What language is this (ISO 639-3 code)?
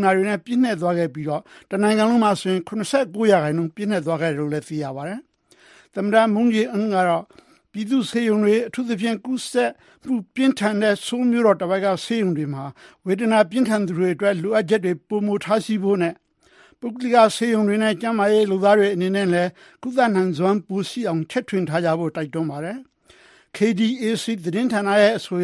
mya